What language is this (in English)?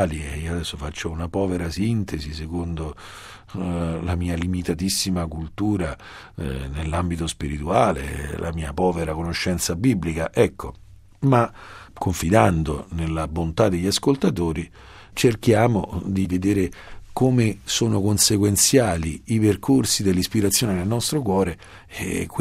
Italian